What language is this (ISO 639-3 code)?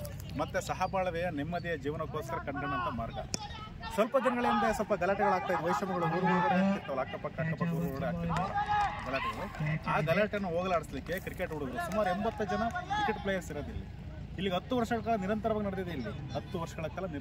kan